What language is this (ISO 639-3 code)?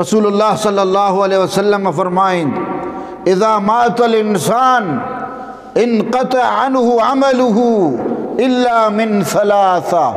bgp